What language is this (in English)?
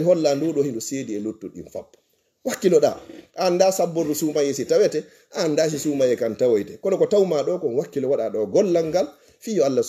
Fula